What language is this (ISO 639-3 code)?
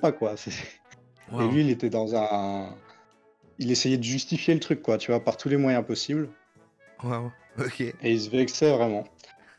fra